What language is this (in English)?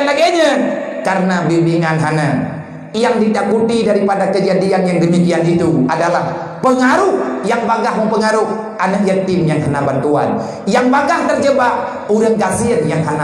Achinese